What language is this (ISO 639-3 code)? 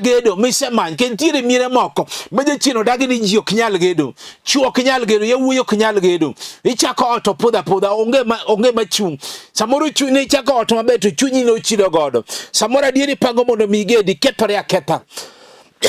luo